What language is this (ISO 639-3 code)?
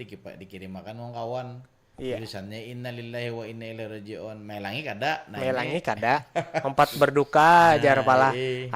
bjn